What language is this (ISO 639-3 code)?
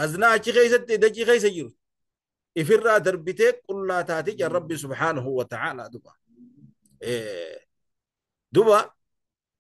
orm